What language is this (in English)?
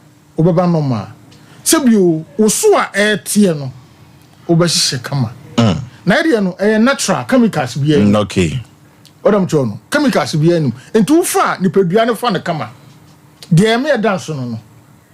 Akan